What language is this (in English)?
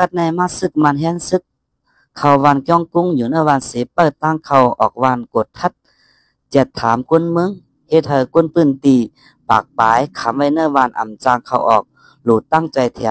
Shan